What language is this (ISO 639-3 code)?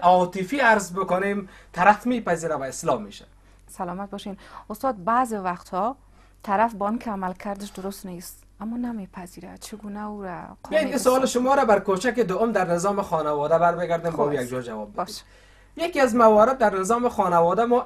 fas